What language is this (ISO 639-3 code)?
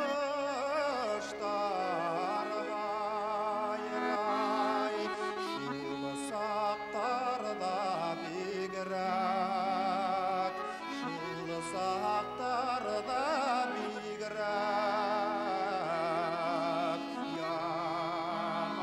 bak